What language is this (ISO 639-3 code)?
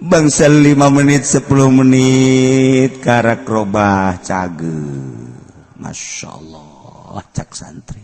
sun